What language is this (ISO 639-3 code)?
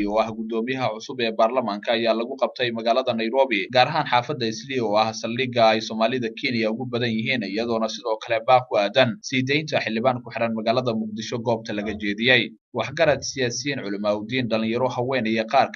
som